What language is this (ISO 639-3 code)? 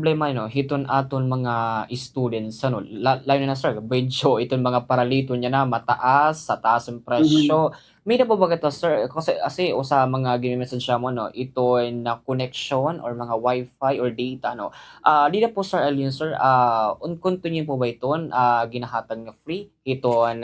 war